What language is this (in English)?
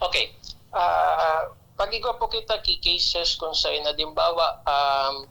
Bikol